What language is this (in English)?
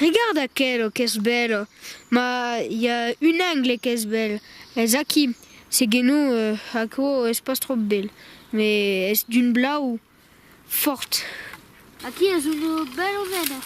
Occitan